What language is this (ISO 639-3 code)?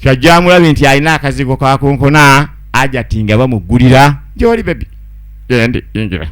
lug